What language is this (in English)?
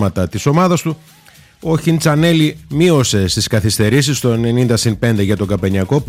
Greek